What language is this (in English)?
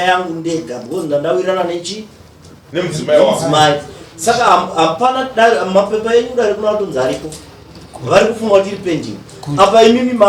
Shona